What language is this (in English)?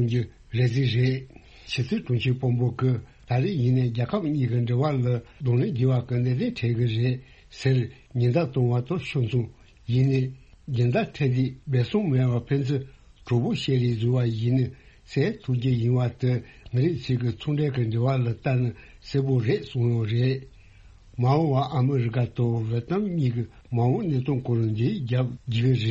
Tibetan